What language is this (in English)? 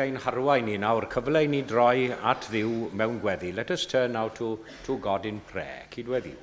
Welsh